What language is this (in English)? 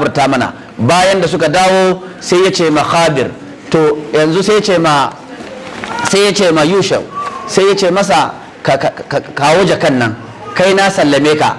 Hausa